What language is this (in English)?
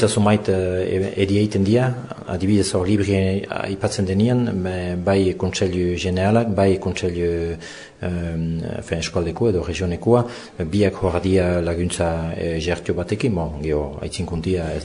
Basque